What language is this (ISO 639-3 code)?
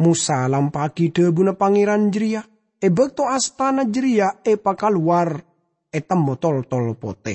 mad